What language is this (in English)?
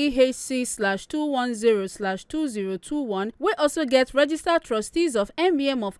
Nigerian Pidgin